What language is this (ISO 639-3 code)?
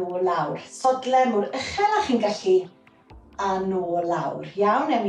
cym